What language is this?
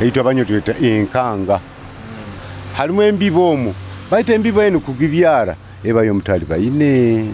Nyoro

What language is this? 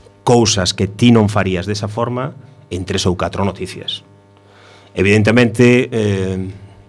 Galician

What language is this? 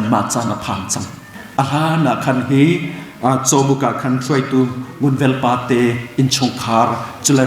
Hakha Chin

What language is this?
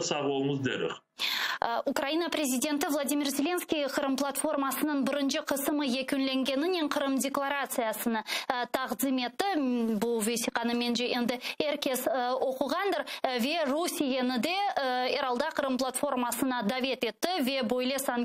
Crimean Tatar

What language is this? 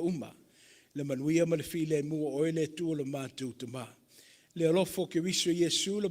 Samoan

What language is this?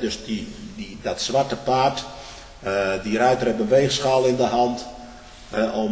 Dutch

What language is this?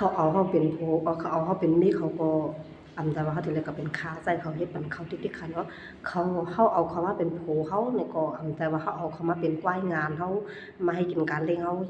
Shan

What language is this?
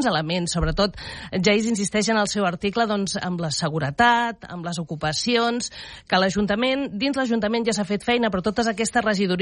Catalan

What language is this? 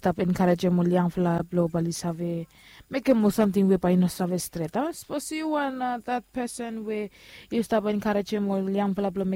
Bislama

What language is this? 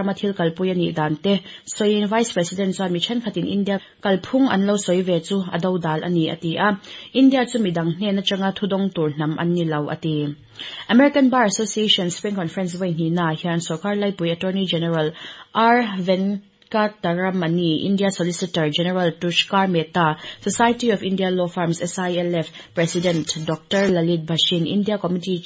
Mizo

